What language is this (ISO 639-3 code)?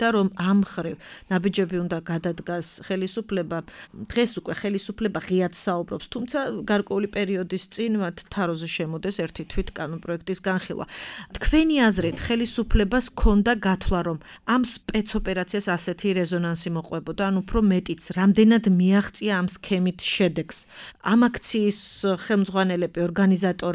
kat